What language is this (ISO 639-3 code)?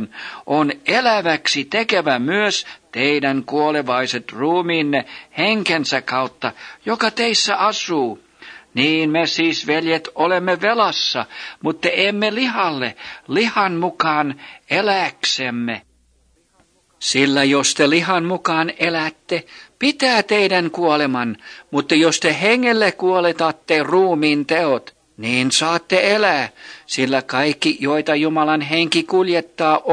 fin